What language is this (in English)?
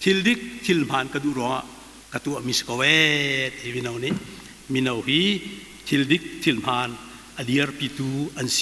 Hakha Chin